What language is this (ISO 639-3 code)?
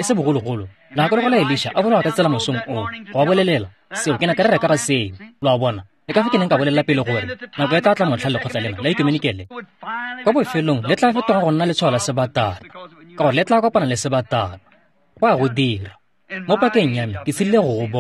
tsn